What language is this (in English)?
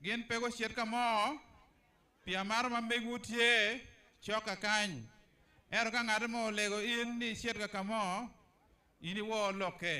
Acoli